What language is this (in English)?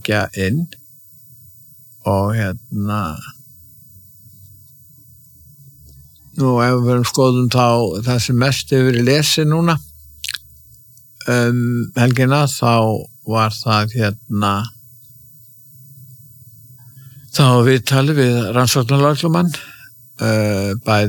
Icelandic